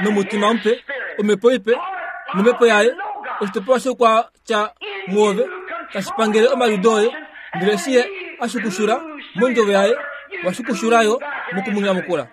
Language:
Kuanyama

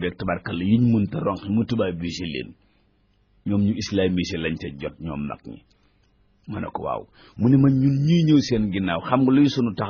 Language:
Wolof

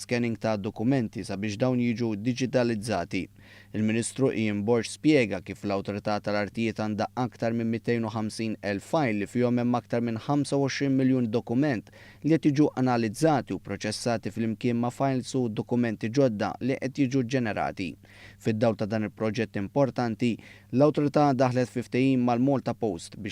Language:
Maltese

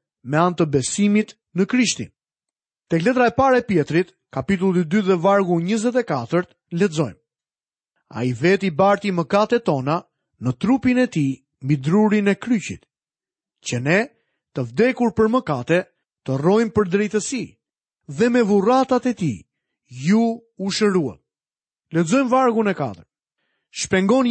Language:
Albanian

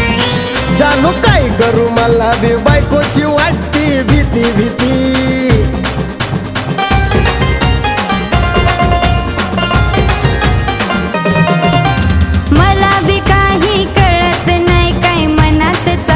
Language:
Marathi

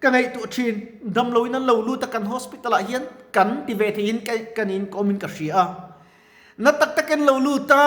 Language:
Mizo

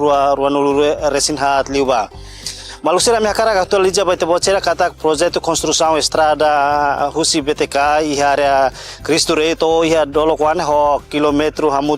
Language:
Tetum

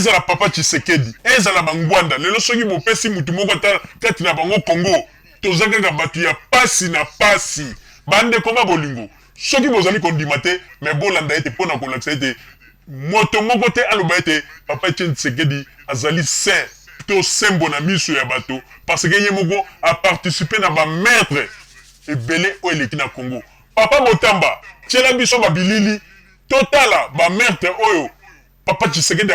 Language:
Lingala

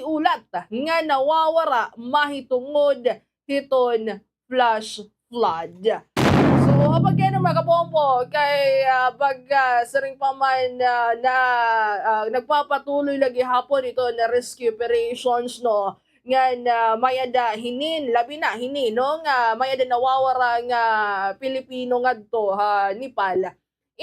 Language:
Waray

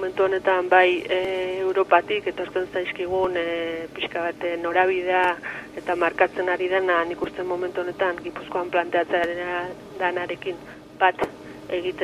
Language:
Basque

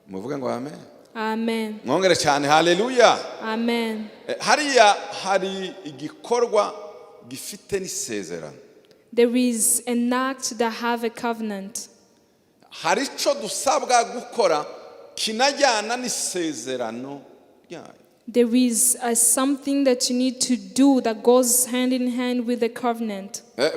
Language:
Kinyarwanda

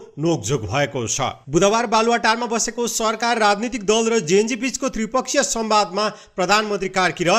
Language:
Nepali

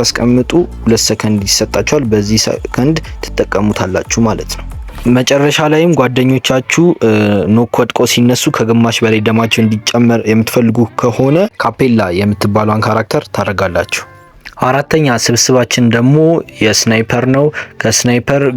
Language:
Amharic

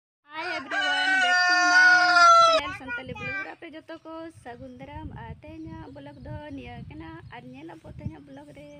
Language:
Santali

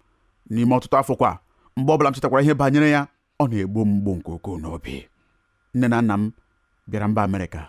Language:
Igbo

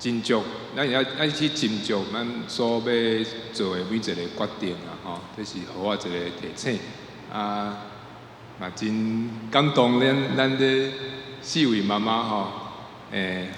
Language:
Min Nan Chinese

